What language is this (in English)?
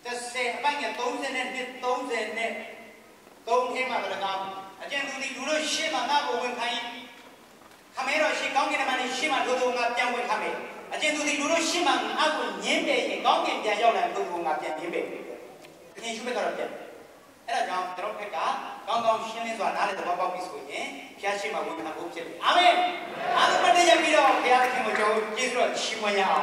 Burmese